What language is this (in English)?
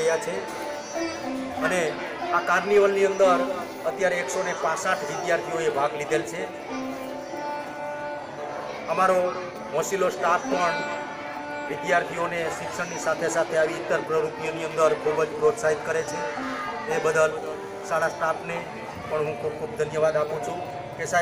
Gujarati